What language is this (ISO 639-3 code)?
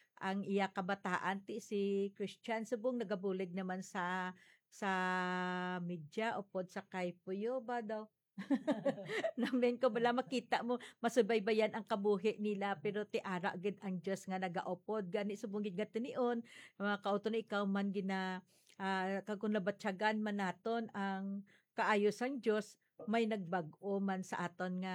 hil